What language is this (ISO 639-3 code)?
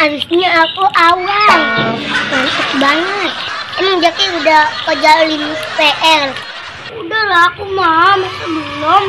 bew